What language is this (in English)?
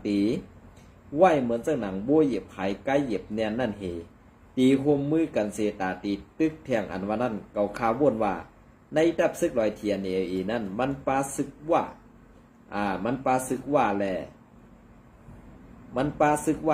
Shan